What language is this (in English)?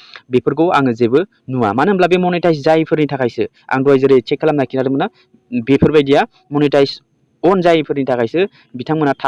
Bodo